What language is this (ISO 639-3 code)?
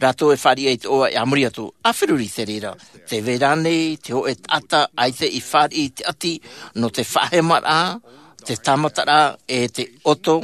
tah